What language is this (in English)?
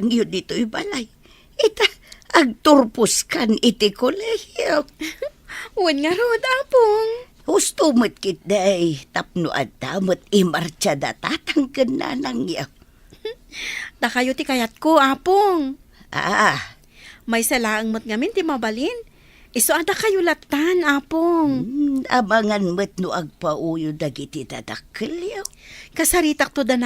Iloko